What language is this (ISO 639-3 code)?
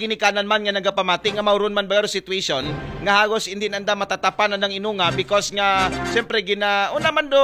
akl